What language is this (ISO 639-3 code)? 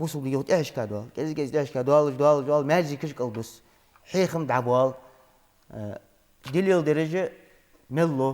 inh